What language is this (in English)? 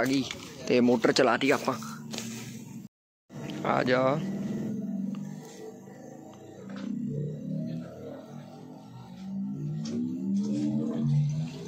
Punjabi